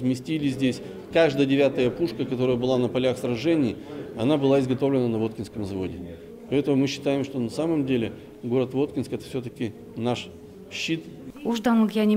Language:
Udmurt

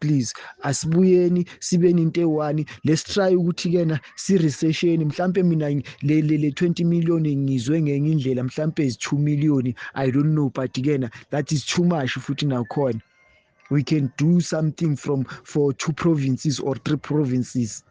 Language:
Zulu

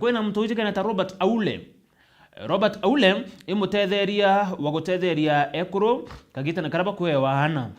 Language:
Meru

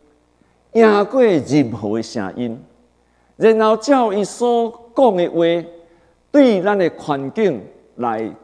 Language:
Min Nan Chinese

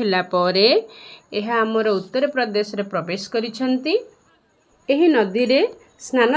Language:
Odia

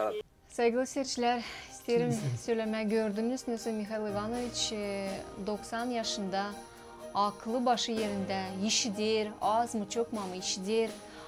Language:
Gagauz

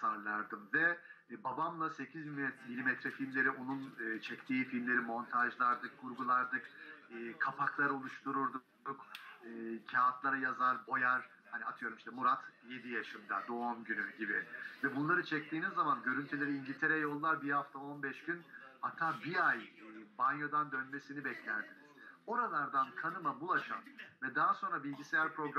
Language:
Turkish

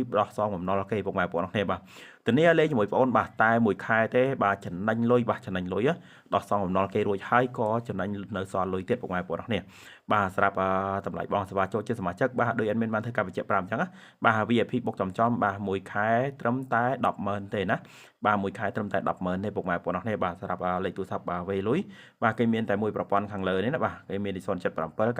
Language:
Khmer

